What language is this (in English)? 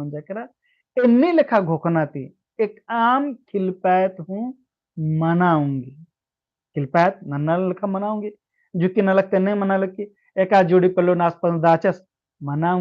Kurukh